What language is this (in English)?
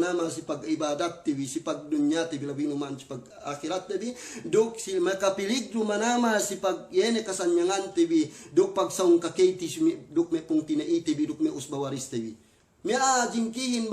Yakan